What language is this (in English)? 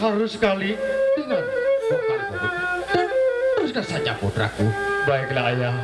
Sasak